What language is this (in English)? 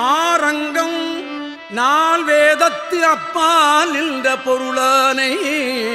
Tamil